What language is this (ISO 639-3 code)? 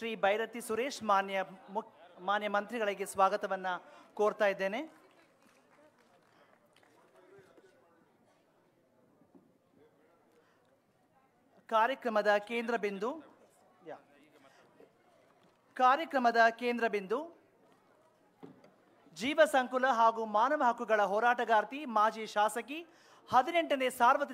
kan